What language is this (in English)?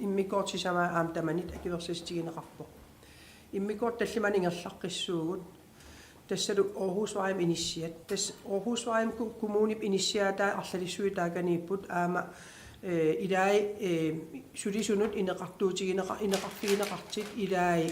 Kalaallisut